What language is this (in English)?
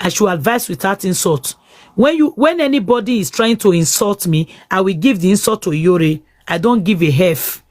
Nigerian Pidgin